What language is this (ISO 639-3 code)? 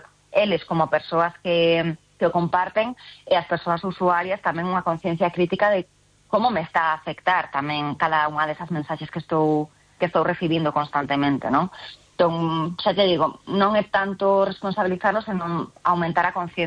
glg